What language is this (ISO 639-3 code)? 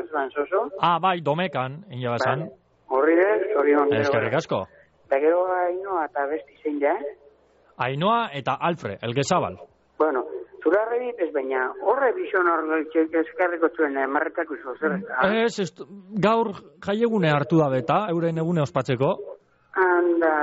eus